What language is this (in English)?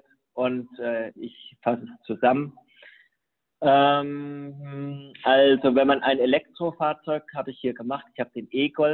German